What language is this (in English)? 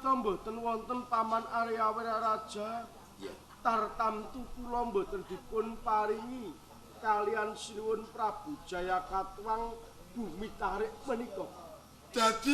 Javanese